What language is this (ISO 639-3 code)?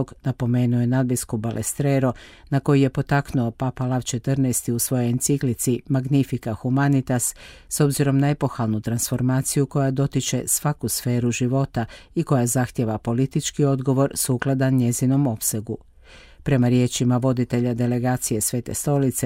hrv